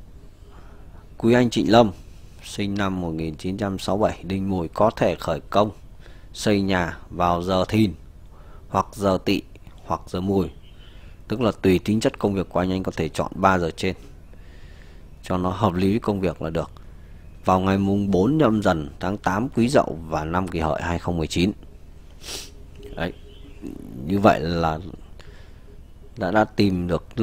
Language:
Vietnamese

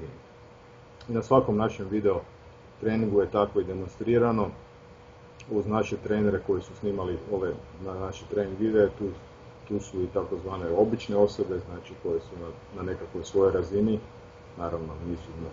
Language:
Croatian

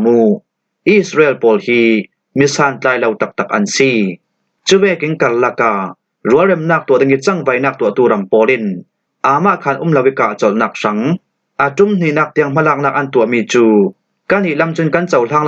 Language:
Falam Chin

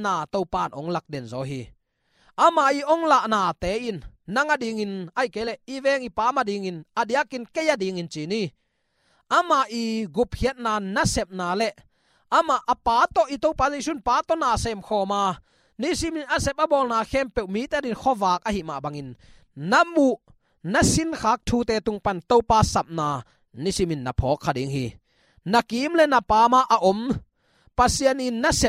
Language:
Tedim Chin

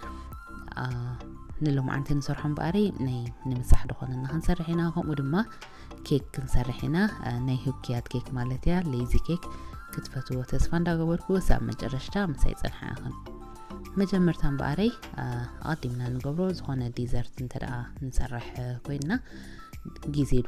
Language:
Tigrinya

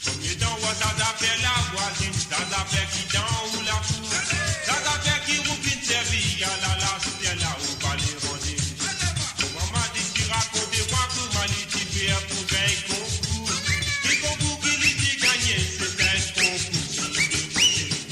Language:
Morisyen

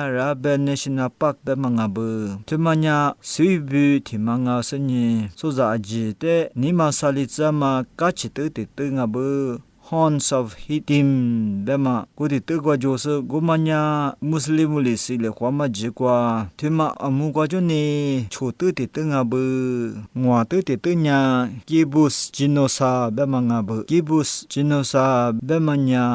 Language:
Lisu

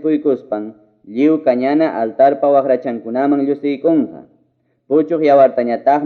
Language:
Ayacucho Quechua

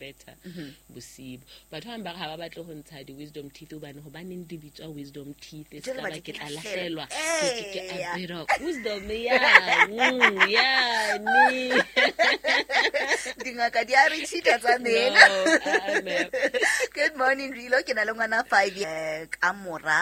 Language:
Southern Sotho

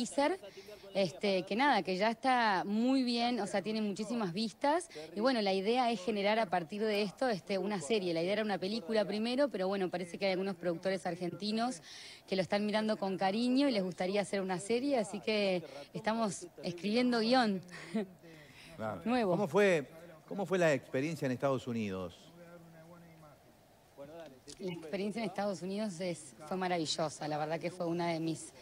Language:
Spanish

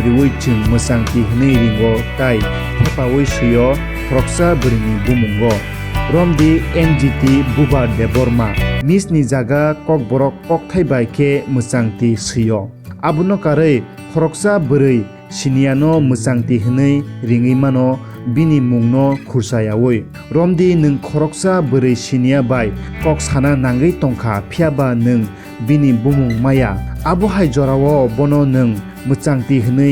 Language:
Kok Borok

